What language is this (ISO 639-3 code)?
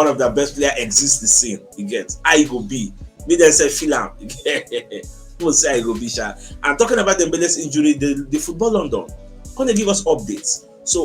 pcm